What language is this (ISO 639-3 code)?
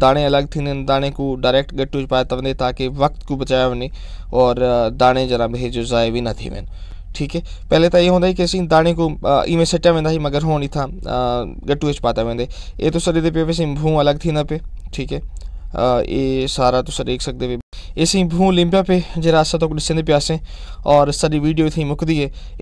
skr